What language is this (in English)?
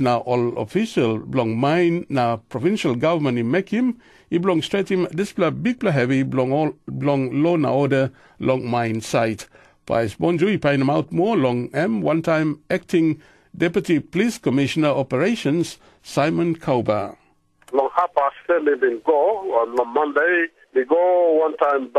Tok Pisin